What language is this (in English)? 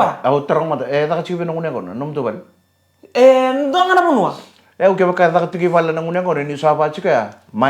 Fijian